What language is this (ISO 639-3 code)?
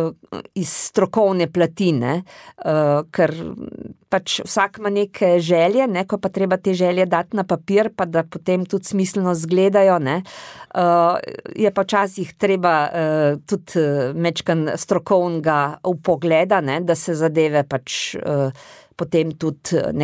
slv